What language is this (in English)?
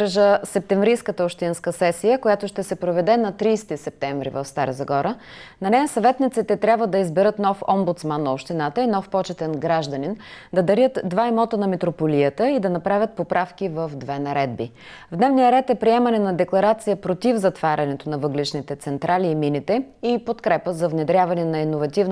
Bulgarian